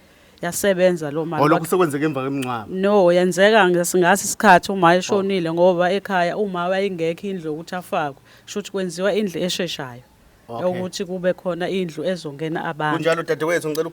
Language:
Zulu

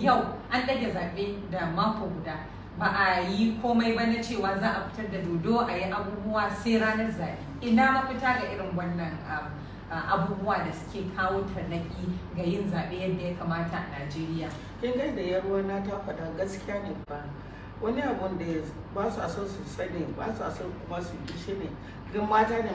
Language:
Hausa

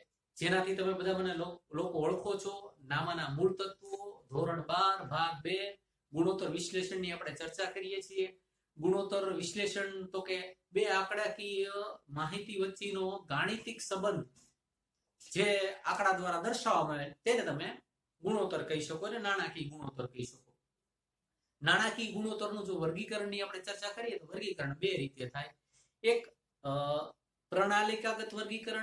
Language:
Gujarati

